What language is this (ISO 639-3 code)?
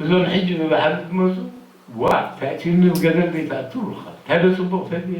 tir